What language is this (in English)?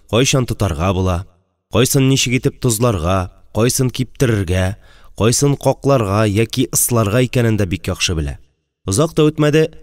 Tatar